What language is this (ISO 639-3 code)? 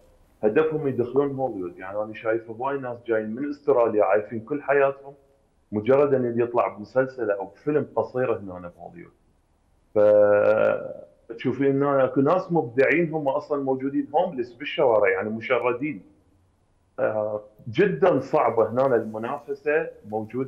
acm